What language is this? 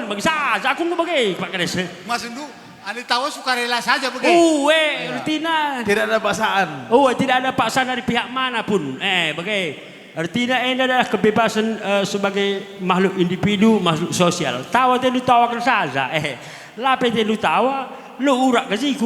Batak Karo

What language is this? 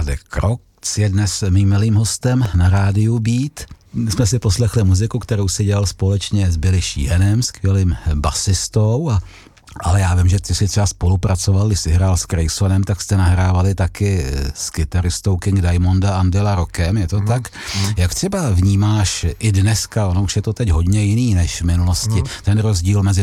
Czech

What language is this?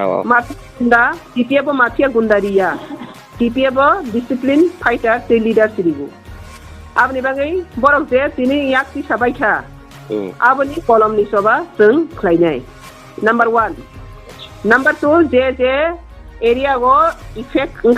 Riang (India)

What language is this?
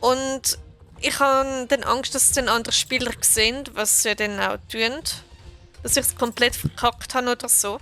Swiss German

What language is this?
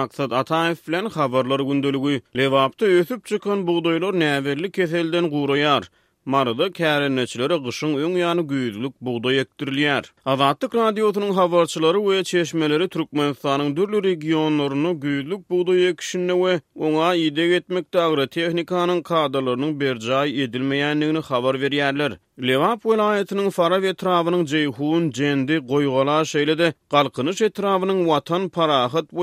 Turkmen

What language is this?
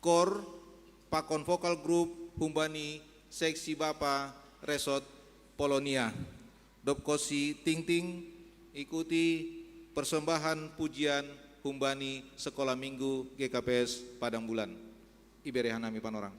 Batak Simalungun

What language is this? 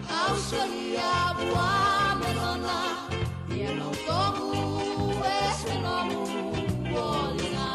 Fijian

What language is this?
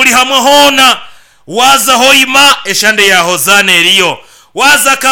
Nyankole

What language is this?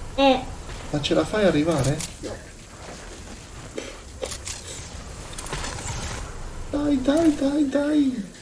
Italian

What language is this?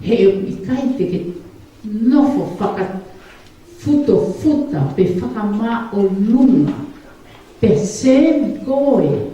Tongan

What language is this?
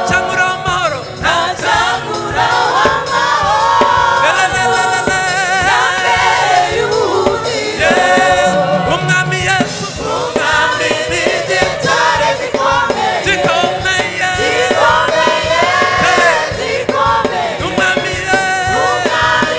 Kinyarwanda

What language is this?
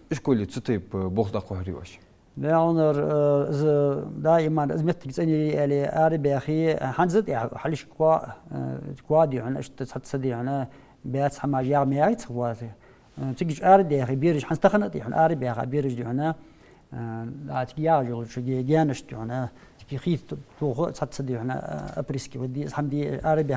Ingush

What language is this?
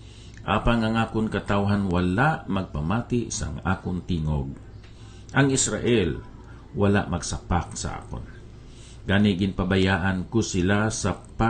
Hiligaynon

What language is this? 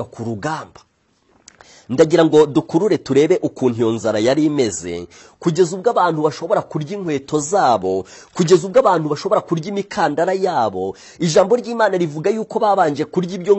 Kinyarwanda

